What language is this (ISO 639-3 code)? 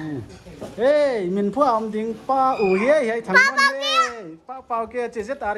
pck